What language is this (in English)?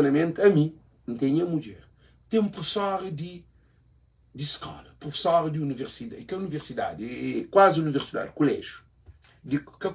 Kabuverdianu